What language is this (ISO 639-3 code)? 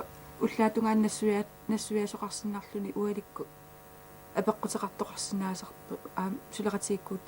kal